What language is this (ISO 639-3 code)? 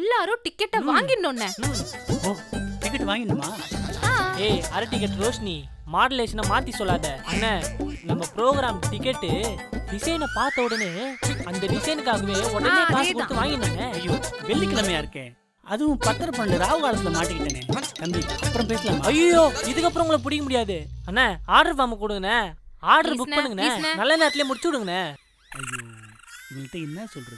tam